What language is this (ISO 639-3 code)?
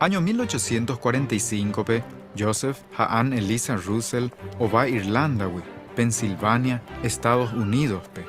grn